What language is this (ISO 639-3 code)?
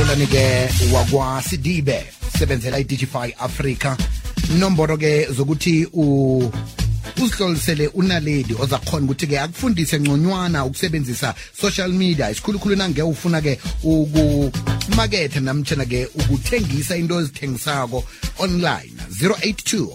nbl